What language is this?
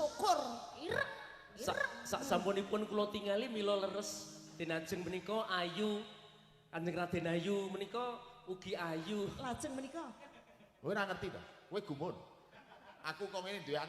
Javanese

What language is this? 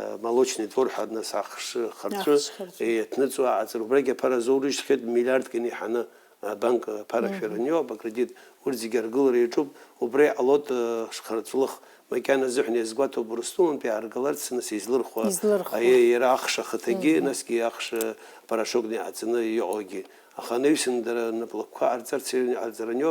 Abkhazian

